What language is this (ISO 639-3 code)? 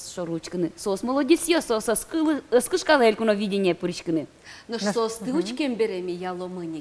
udm